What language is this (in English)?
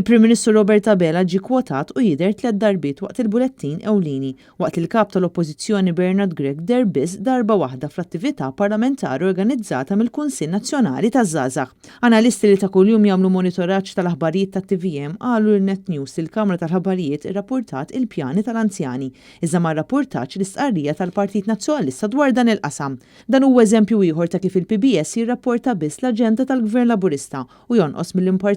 Maltese